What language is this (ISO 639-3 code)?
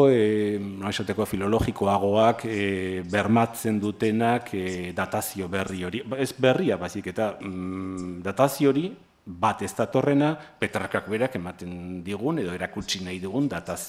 eus